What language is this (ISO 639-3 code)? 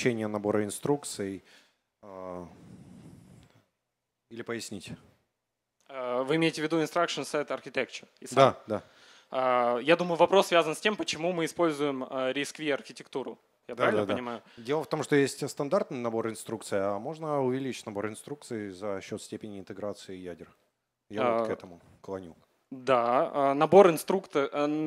rus